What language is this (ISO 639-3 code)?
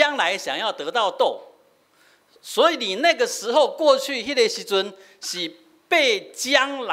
nan